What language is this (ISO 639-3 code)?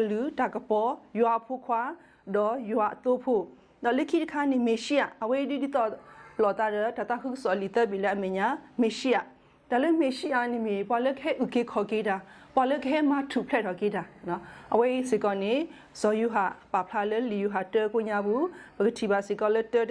ksw